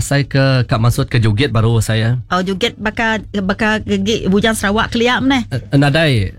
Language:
Iban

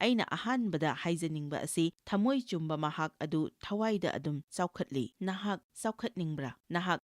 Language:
Manipuri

